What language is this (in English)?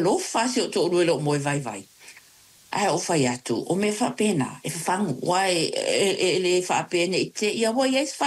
Samoan